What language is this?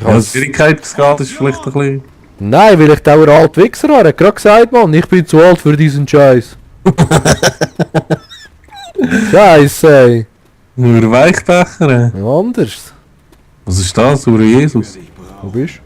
Swiss German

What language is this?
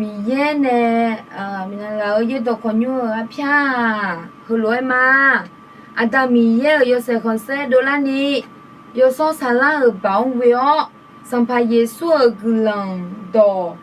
Akha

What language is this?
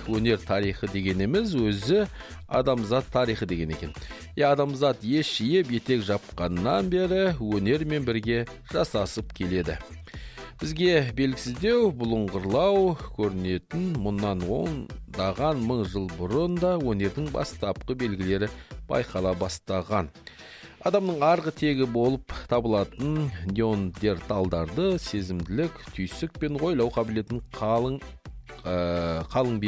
Kazakh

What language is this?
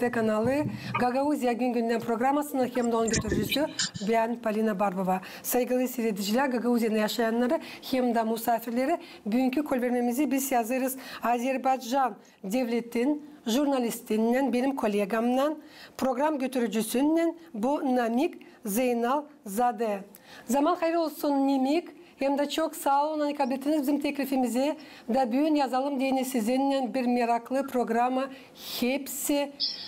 Gagauz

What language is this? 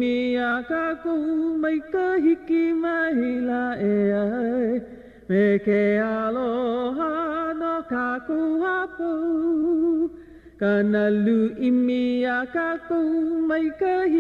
Hawaiian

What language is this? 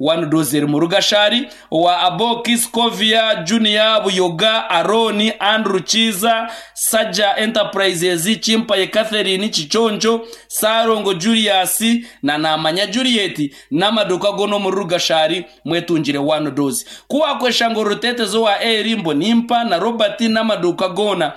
Nyankole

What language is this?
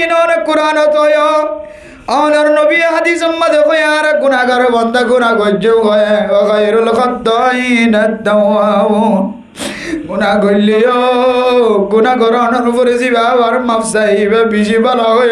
Rohingya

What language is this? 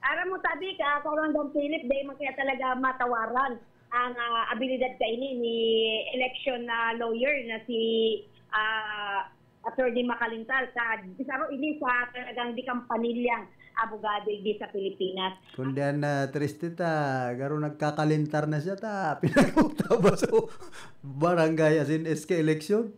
Bikol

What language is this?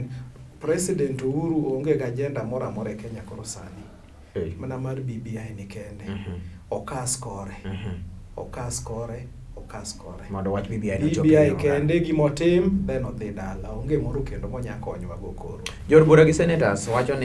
Luo (Kenya and Tanzania)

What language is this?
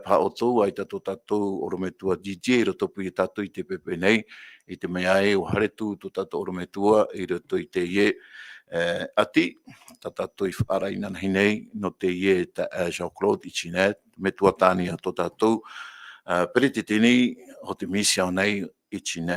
Tahitian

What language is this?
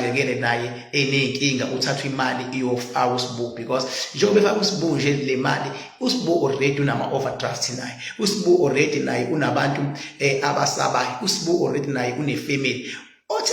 Zulu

